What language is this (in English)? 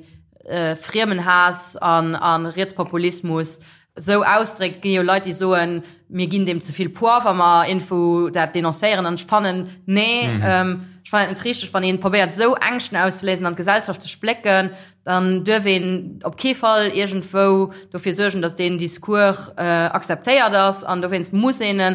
Luxembourgish